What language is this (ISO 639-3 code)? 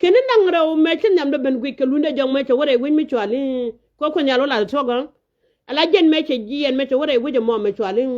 nus